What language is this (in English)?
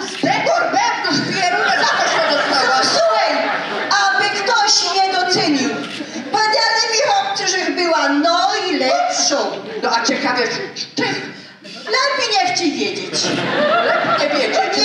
Silesian